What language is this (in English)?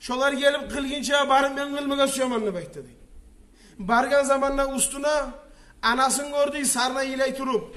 Kumyk